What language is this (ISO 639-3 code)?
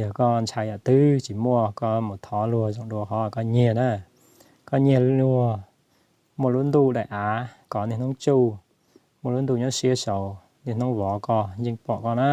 hmn